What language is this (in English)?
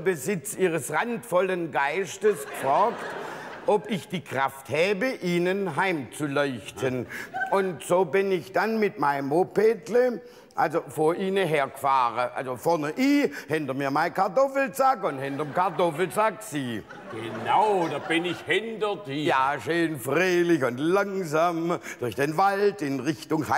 German